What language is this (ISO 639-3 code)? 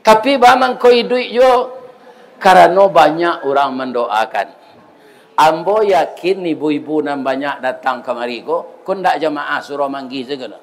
min